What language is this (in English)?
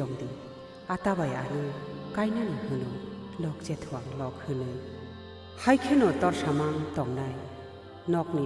Kok Borok